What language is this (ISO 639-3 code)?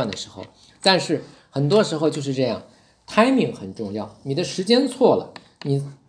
zho